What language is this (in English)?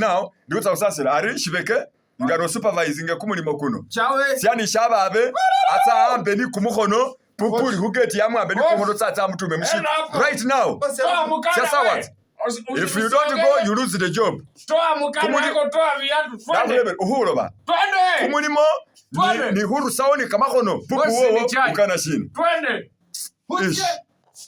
Masaaba